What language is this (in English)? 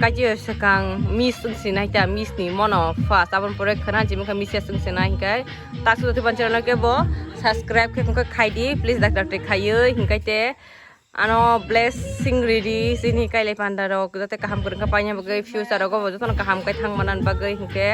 Kok Borok